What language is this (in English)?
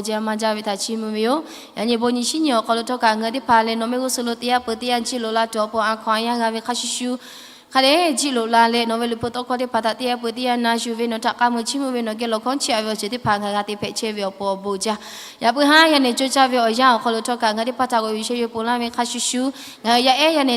Lahu